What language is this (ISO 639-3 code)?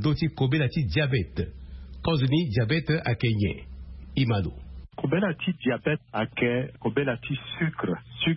sag